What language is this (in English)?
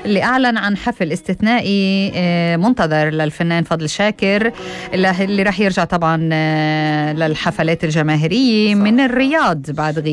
North Levantine Arabic